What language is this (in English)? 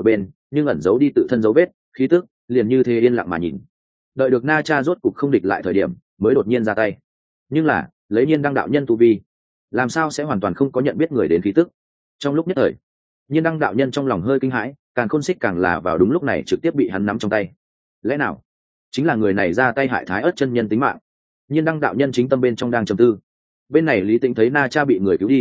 Vietnamese